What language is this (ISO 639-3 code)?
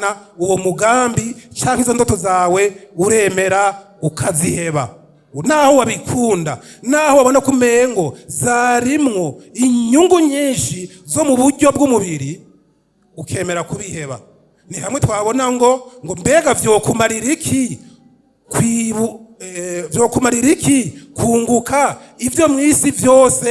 run